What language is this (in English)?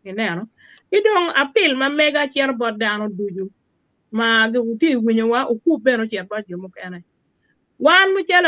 Acoli